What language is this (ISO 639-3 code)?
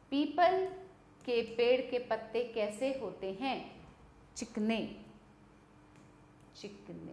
hin